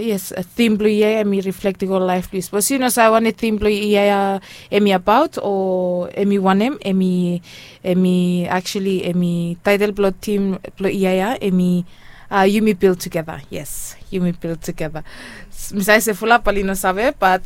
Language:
Bislama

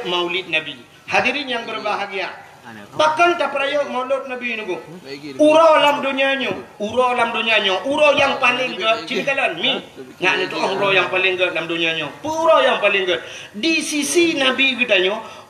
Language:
Achinese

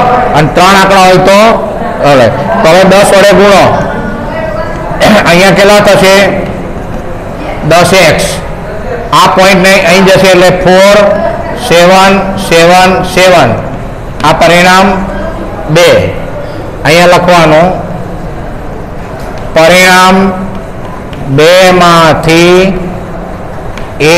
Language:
Gujarati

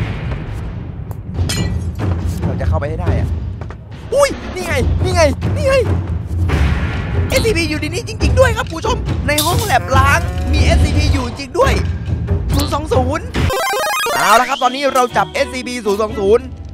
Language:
Thai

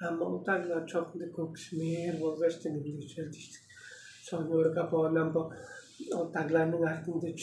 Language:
Tuvinian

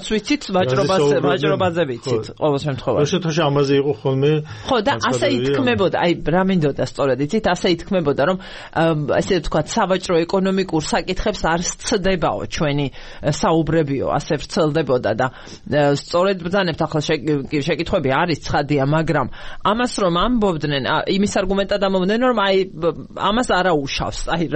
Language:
Georgian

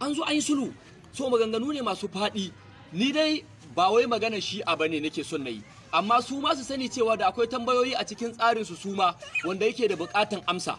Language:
Hausa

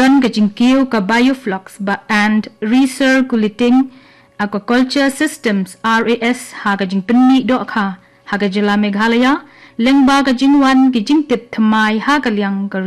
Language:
Khasi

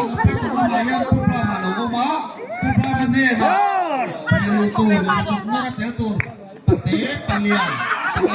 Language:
Mizo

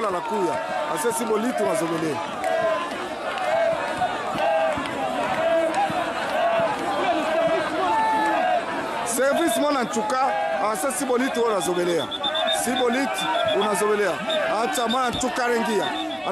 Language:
Swahili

